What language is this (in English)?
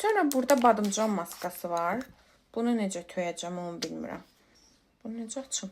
Azerbaijani